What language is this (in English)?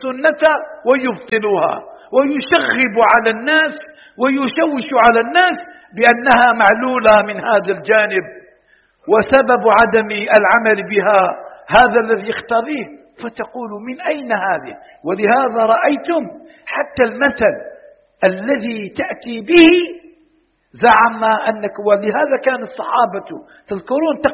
Arabic